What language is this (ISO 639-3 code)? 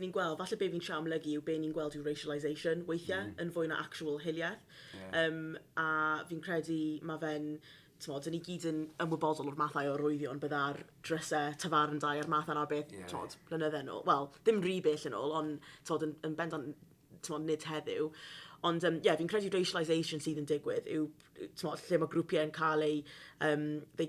cym